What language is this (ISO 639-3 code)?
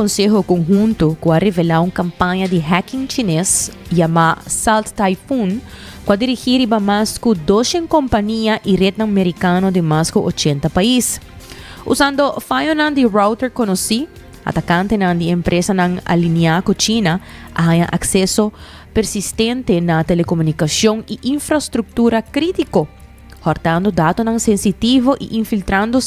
pap